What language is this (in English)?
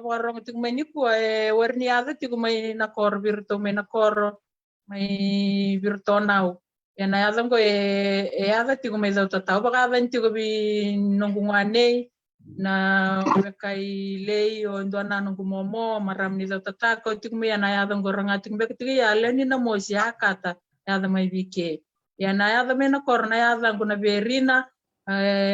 Fijian